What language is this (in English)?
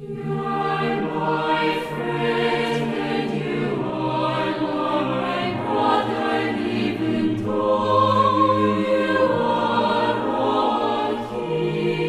South Bolivian Quechua